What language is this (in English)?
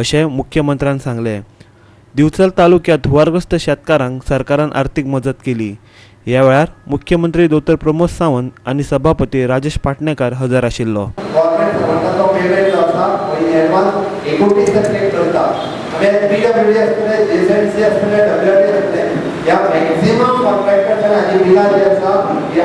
Konkani